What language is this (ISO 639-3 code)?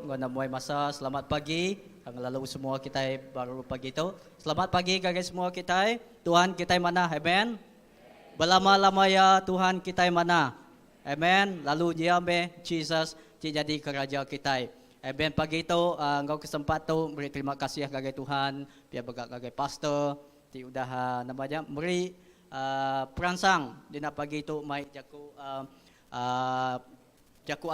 iba